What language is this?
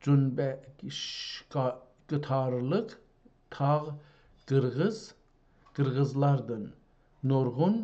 South Azerbaijani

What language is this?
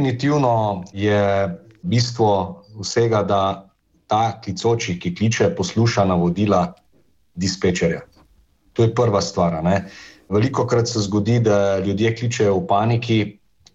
Slovenian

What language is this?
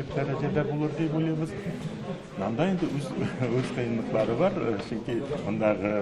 Tatar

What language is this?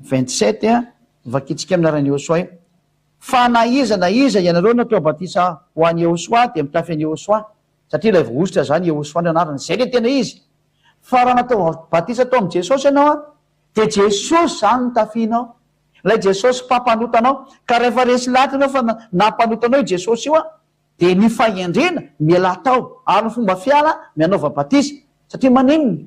Malagasy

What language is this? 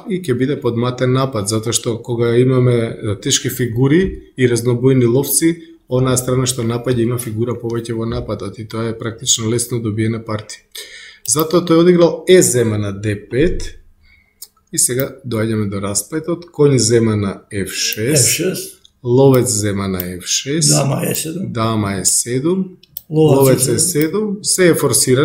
Macedonian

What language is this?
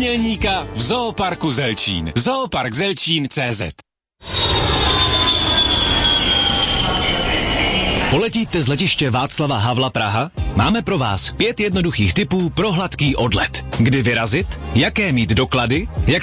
Czech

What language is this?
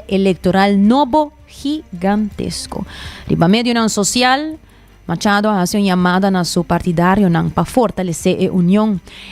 Papiamento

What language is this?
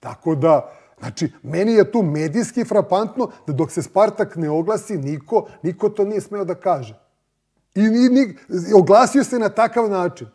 Serbian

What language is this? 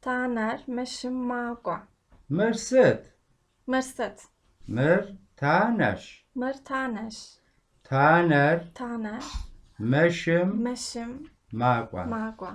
Kabardian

